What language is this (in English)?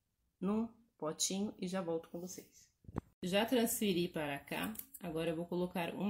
Portuguese